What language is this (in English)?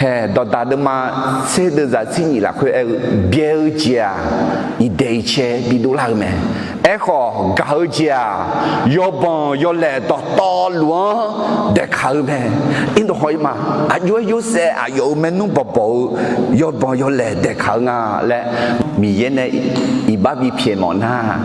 Akha